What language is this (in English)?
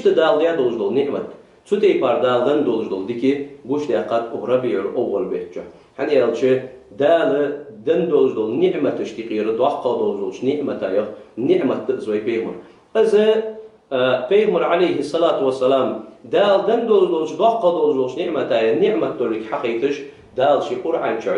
Ingush